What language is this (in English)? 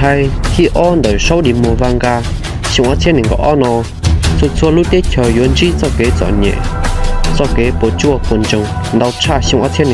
Hmong